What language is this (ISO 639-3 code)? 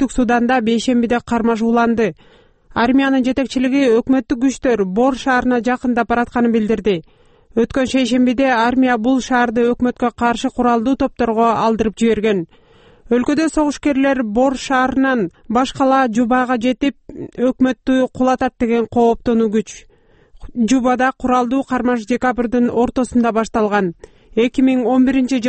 kir